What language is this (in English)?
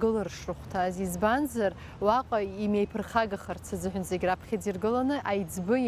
Abkhazian